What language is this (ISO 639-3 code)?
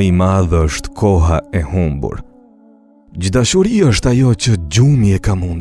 sqi